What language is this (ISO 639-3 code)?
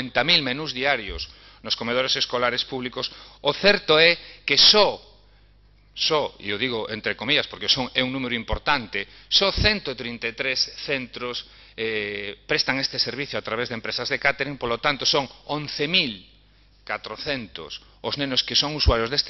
glg